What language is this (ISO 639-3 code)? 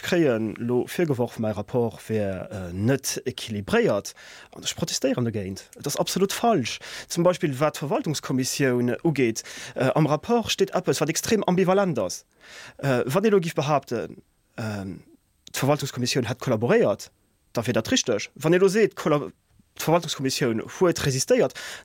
ltz